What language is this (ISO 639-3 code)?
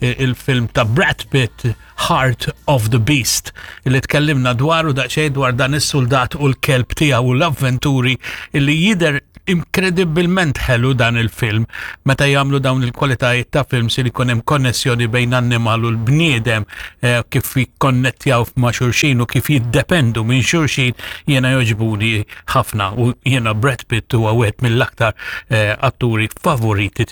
mlt